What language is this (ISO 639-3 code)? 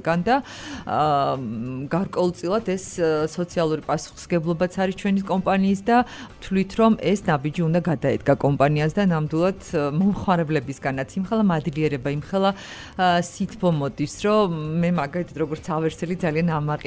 kat